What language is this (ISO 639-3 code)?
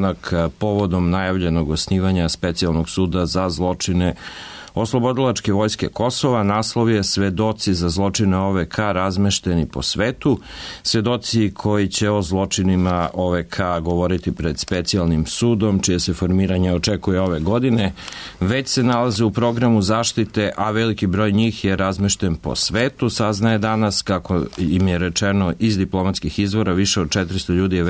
srp